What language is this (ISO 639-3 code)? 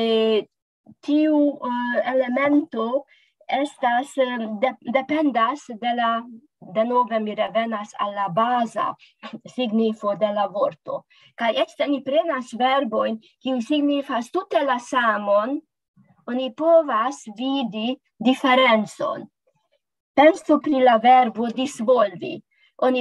epo